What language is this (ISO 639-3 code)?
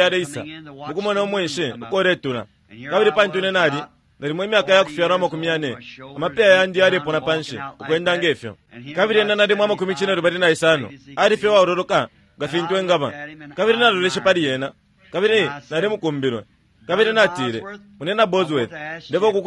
bem